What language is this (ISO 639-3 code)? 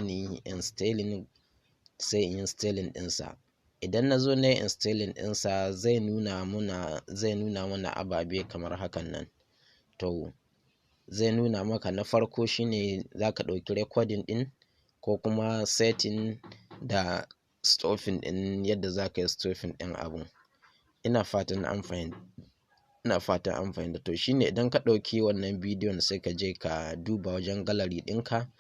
hau